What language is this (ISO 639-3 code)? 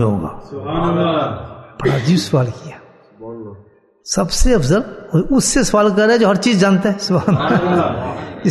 urd